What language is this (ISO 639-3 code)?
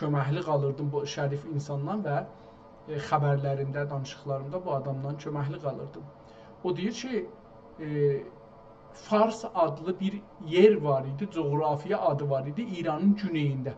azb